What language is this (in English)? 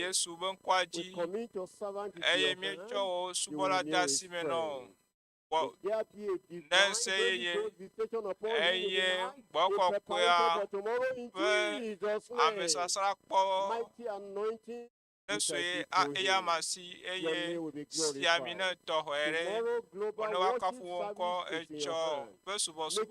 Ewe